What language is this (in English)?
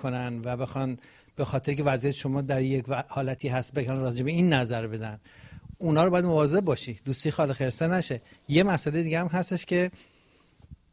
Persian